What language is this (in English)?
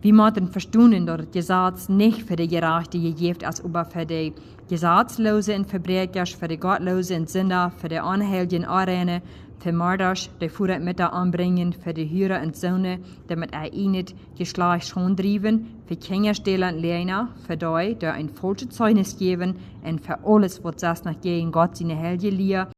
Plautdietsch